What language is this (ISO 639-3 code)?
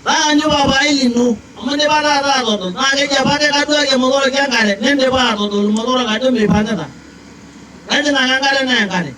mas